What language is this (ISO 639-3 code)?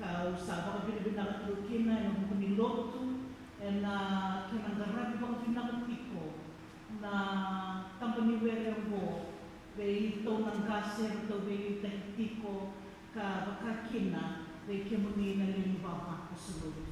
fij